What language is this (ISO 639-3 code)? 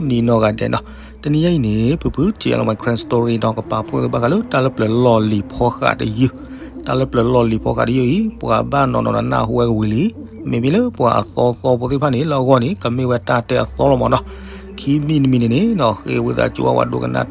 ksw